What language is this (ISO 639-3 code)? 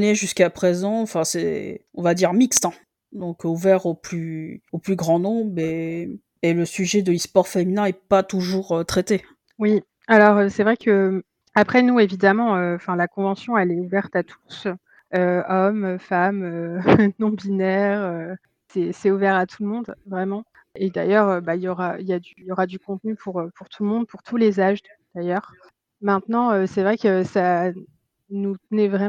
fra